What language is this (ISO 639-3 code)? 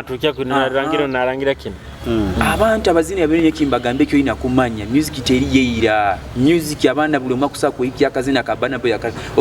nyo